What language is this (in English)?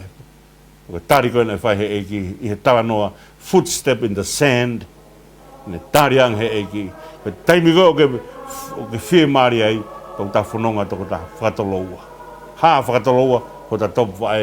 Tongan